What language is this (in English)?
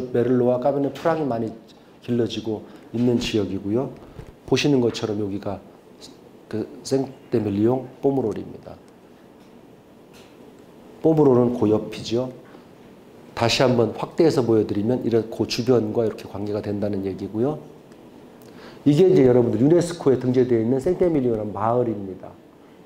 Korean